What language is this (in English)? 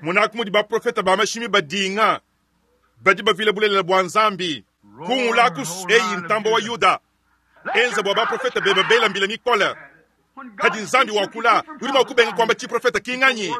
Luba-Lulua